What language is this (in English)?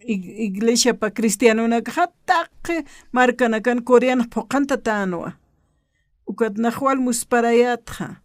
Aymara